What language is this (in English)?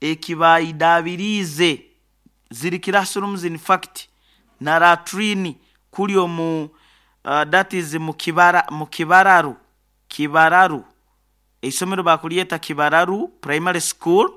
Nyoro